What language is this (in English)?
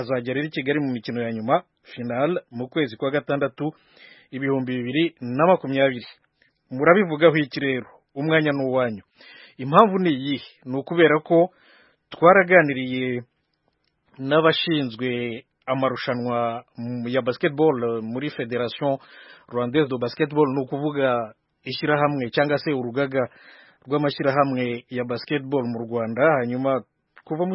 Kinyarwanda